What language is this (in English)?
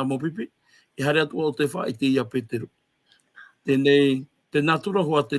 Tahitian